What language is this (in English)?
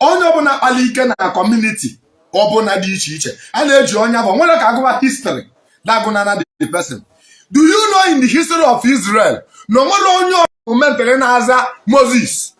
Igbo